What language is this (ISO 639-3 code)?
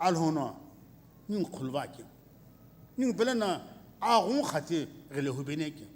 nsm